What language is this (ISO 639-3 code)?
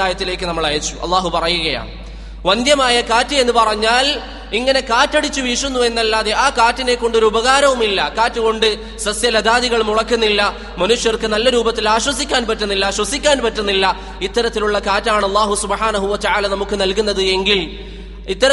mal